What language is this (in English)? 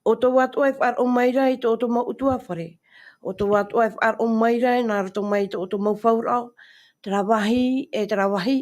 Tahitian